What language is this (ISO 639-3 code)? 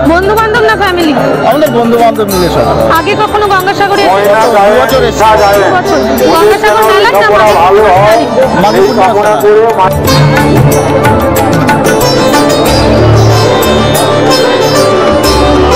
ben